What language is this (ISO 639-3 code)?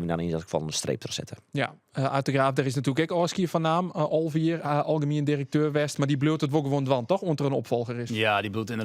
fry